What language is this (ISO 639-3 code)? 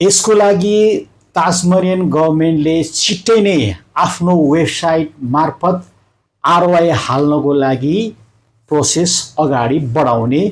nep